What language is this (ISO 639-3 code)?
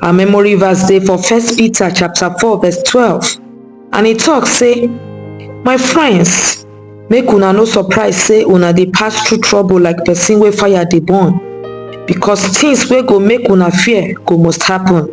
pcm